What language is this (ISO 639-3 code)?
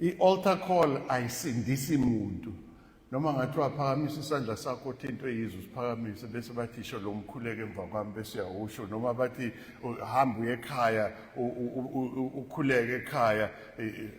zul